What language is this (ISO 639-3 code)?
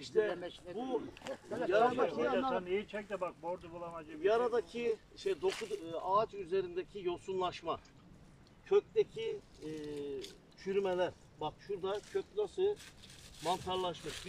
tur